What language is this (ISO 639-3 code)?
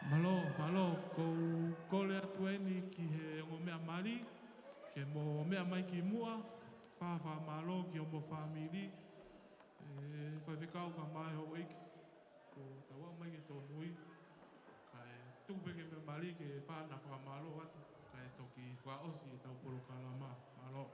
ton